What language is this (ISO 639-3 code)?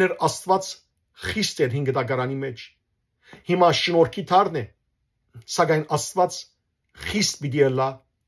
hyw